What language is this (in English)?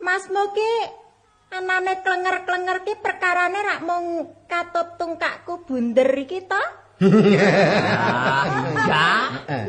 Javanese